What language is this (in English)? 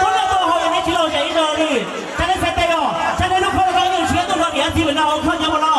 Hmong